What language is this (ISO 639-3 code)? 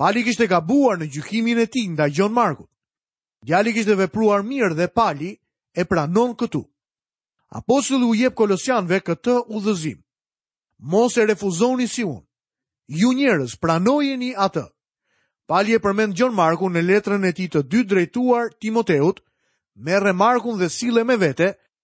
sqi